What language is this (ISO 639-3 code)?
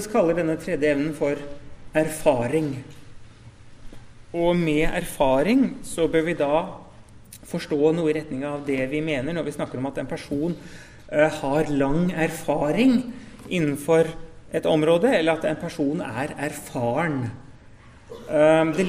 nor